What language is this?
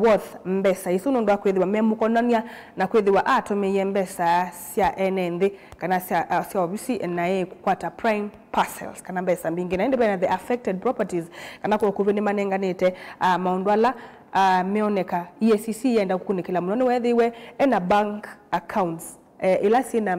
Kamba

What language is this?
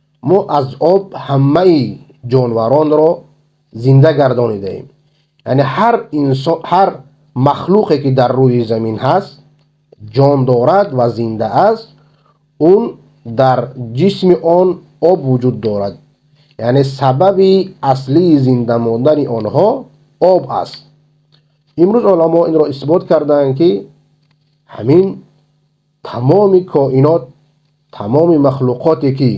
Persian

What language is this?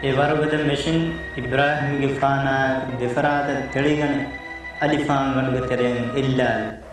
Divehi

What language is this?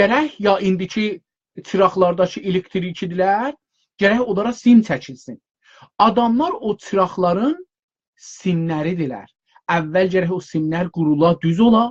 South Azerbaijani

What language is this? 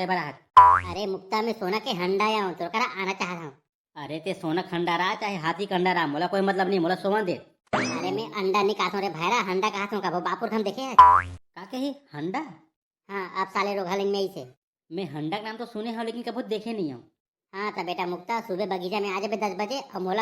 Chhattisgarhi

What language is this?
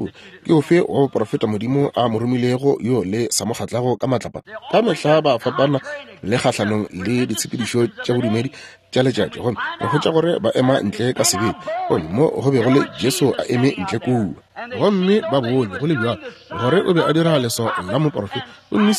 Northern Sotho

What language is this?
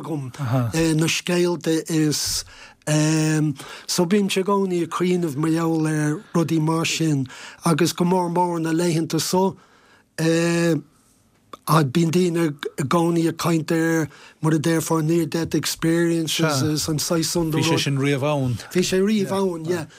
Irish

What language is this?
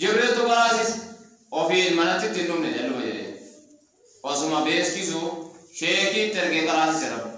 Oromo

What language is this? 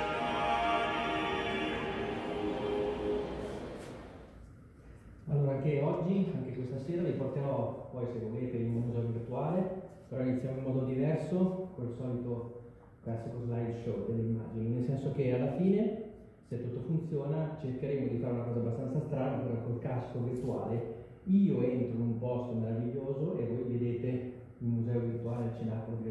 Italian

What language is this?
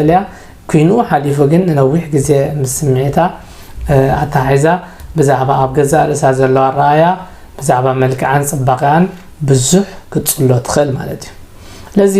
Tigrinya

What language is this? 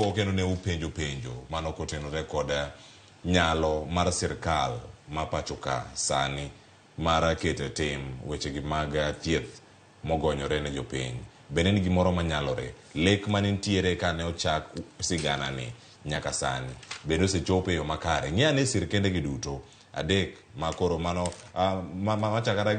Luo (Kenya and Tanzania)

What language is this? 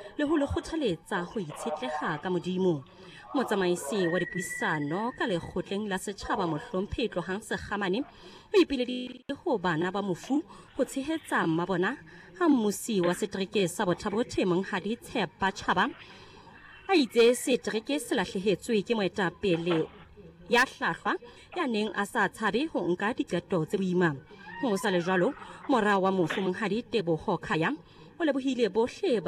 Southern Sotho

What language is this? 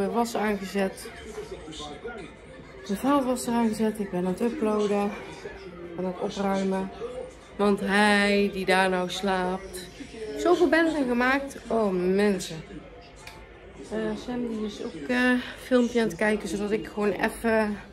Dutch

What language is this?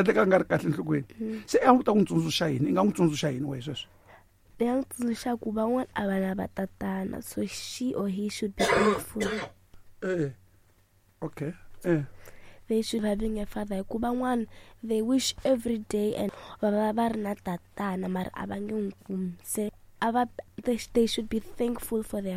Tsonga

